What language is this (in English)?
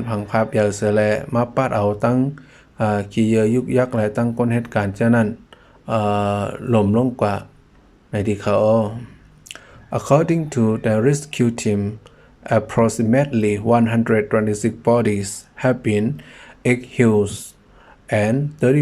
Shan